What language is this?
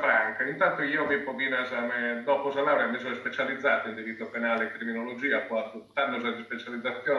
Sardinian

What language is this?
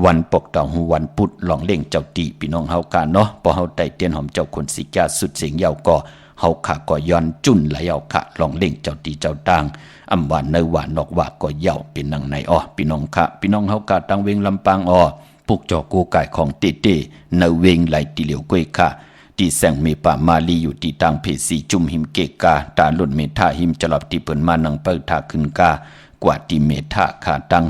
Shan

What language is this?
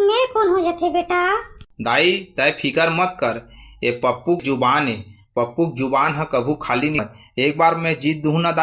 Chhattisgarhi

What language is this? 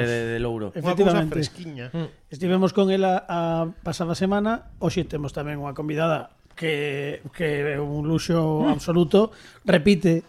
Galician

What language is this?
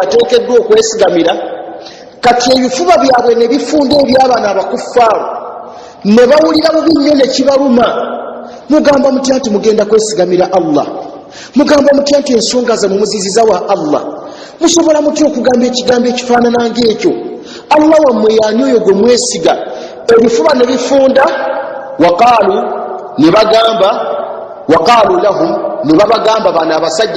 Ganda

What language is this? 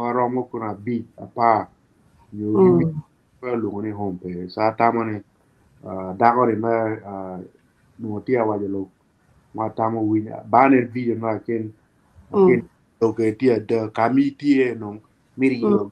Acoli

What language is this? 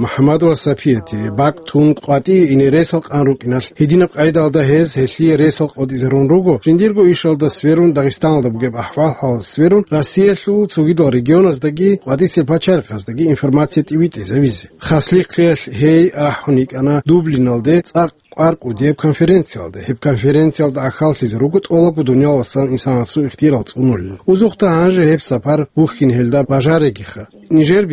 Avaric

